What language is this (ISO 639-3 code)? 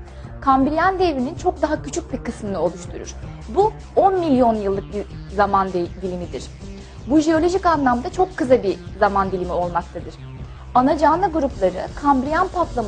tur